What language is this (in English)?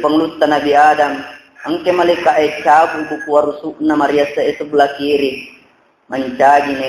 Buginese